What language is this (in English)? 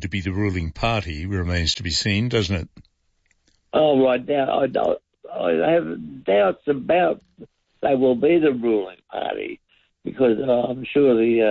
English